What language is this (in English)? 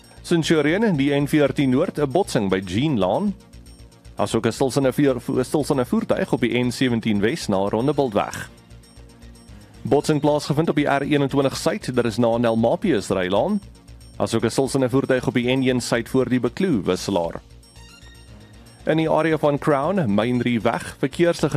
Afrikaans